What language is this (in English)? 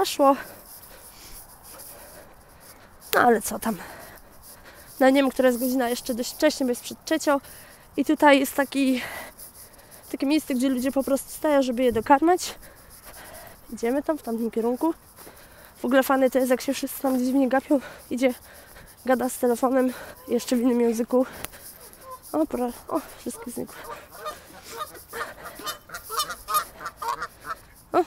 Polish